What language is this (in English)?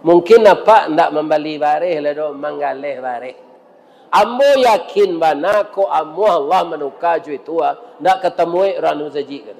Minangkabau